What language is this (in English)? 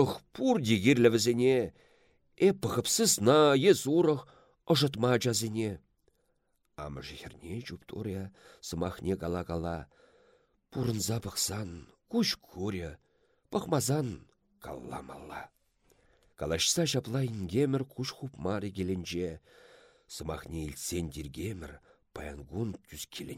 Chuvash